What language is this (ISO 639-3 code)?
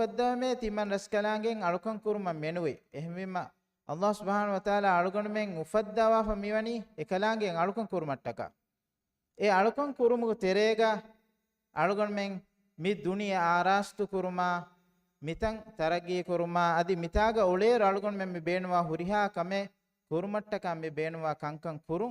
div